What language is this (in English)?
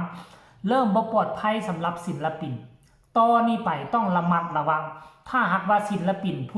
Lao